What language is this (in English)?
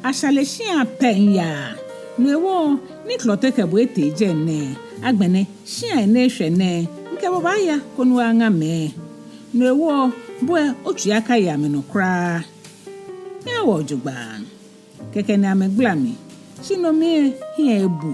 Ga